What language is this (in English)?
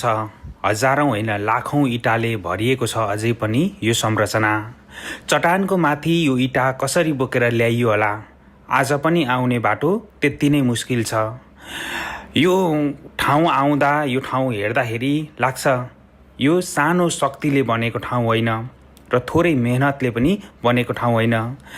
Nepali